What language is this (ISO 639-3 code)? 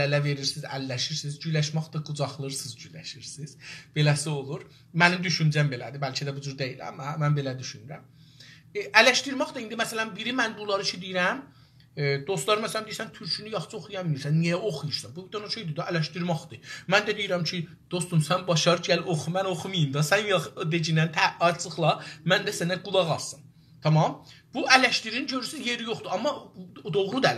azb